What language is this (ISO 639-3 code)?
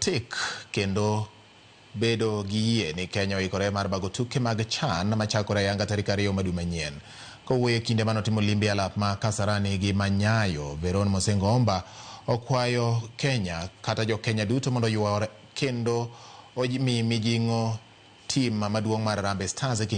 luo